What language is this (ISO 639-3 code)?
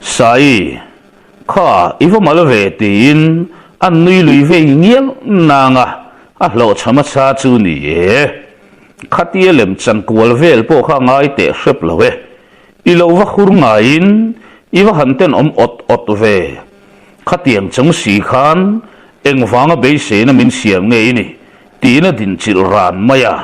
lus